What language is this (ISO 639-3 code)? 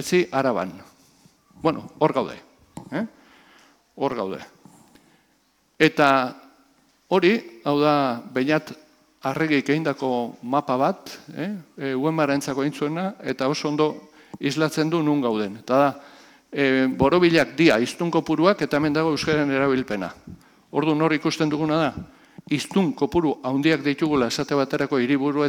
eus